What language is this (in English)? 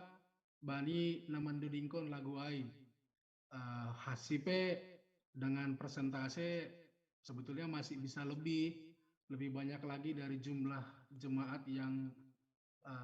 Batak Simalungun